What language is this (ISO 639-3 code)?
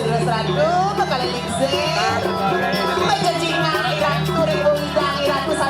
ban